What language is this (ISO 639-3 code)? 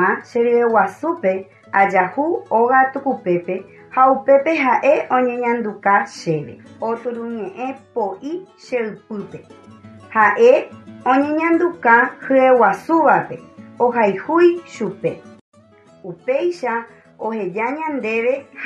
grn